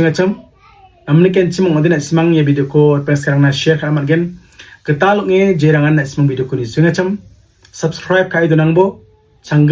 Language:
Garo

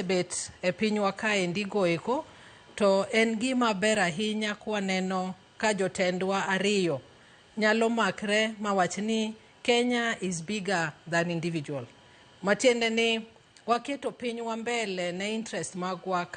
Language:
Luo (Kenya and Tanzania)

